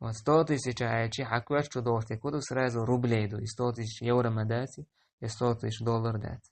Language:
Chechen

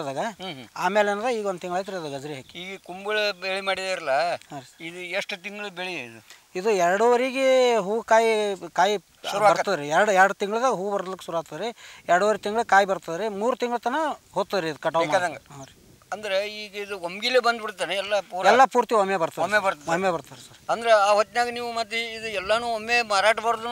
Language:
Kannada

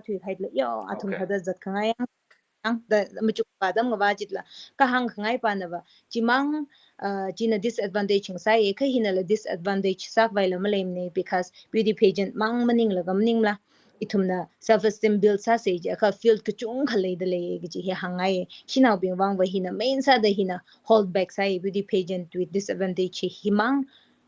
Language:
Tangkhul Naga (India)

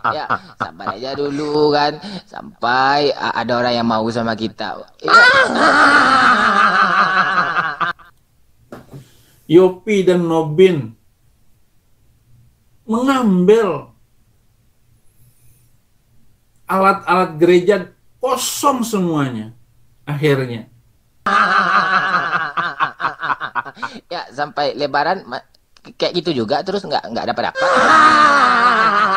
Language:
Indonesian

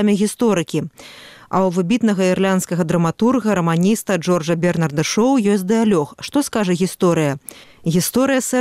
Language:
Belarusian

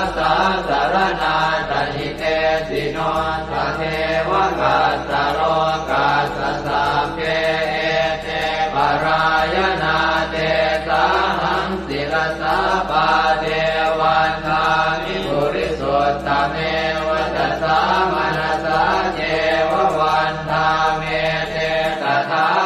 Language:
Pali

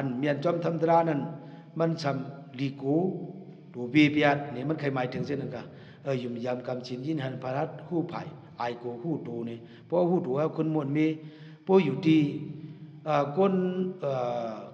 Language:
Shan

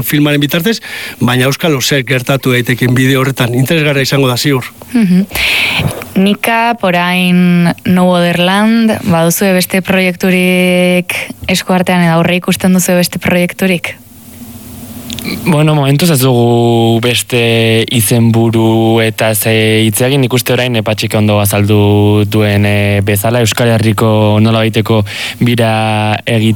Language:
Basque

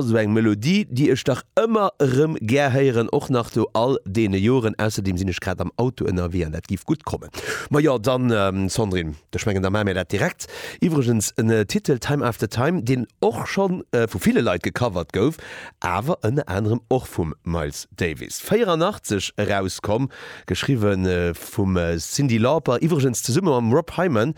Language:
Luxembourgish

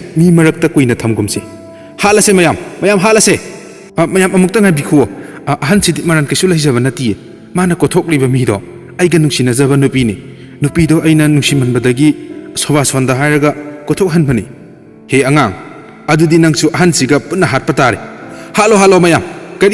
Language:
Manipuri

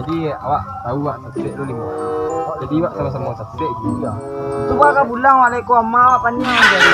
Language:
Minangkabau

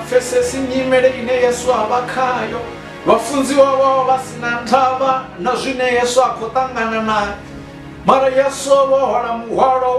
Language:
Venda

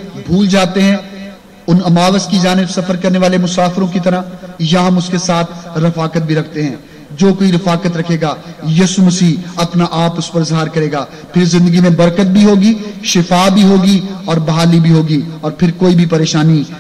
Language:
Urdu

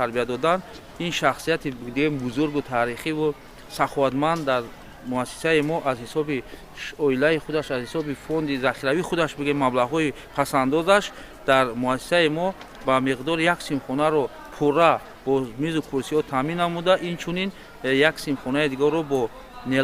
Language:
Tajik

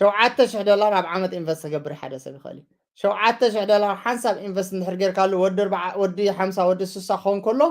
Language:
Tigrinya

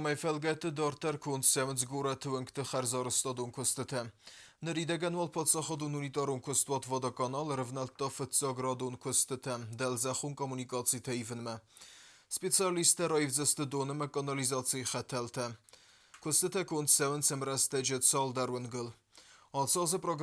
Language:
Ossetic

